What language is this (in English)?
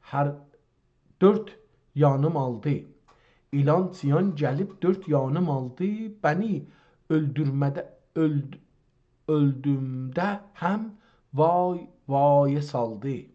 South Azerbaijani